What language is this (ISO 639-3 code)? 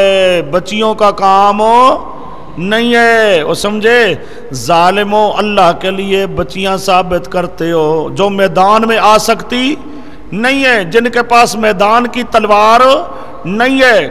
urd